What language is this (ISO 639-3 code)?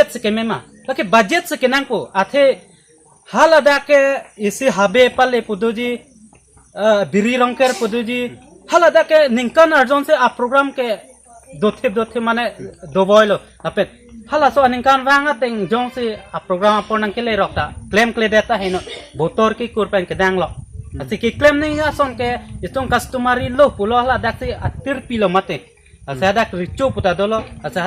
mjw